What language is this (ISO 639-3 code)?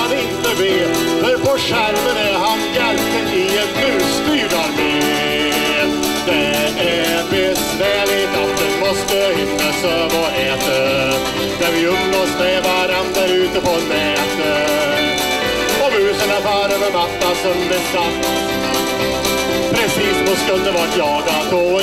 swe